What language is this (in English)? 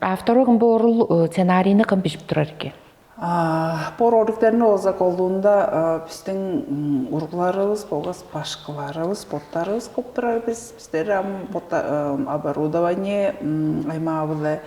Tuvinian